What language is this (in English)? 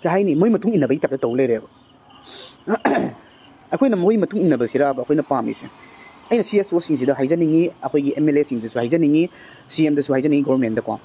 Manipuri